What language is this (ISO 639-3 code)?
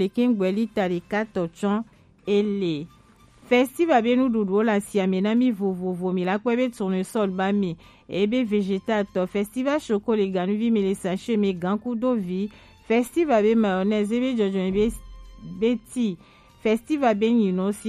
gej